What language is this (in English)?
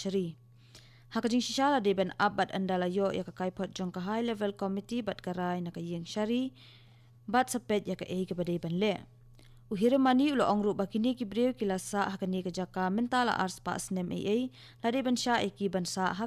Khasi